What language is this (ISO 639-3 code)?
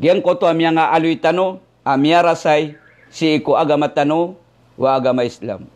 mrw